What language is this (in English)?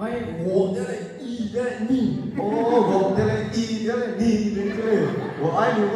Lahu